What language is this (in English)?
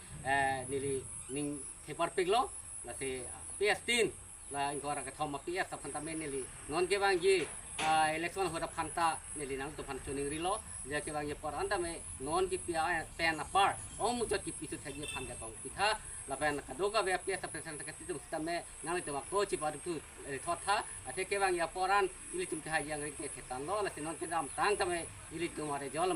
Karbi